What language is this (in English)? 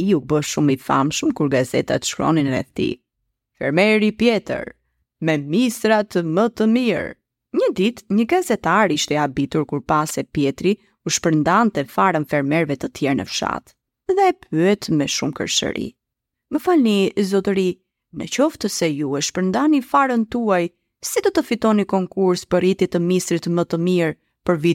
Albanian